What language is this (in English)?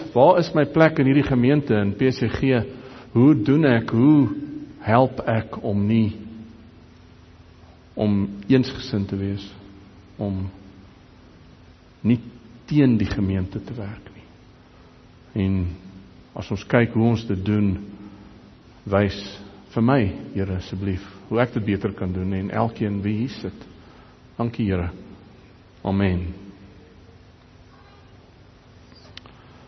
Afrikaans